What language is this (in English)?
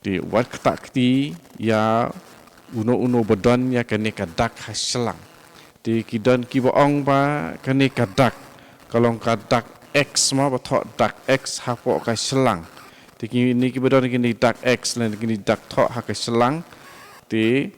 Khasi